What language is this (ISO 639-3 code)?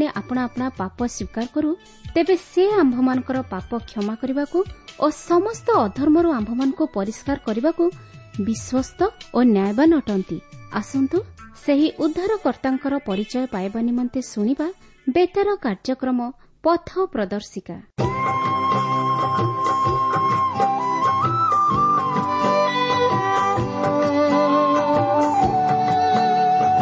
ori